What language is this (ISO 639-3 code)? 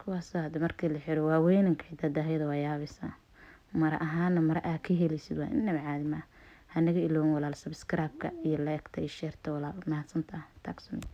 som